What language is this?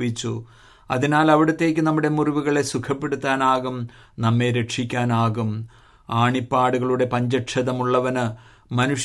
Malayalam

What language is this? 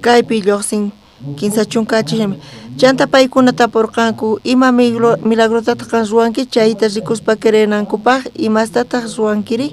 South Bolivian Quechua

